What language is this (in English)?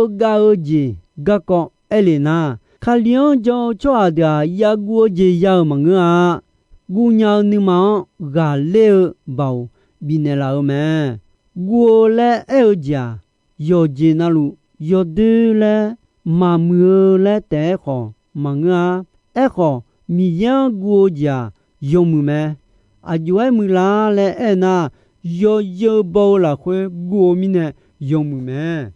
Akha